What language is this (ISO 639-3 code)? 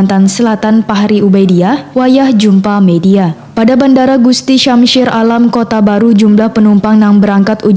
bjn